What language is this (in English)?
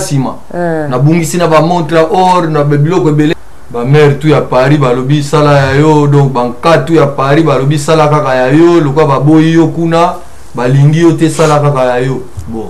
Lingala